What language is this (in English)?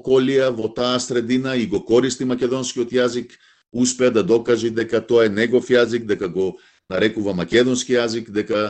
Macedonian